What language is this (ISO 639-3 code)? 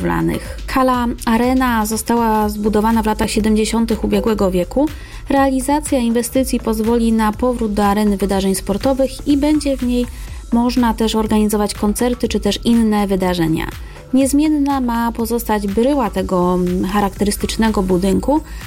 pol